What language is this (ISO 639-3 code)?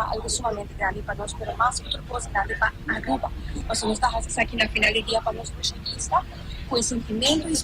pap